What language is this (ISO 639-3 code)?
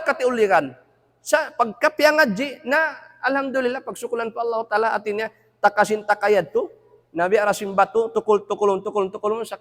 tsg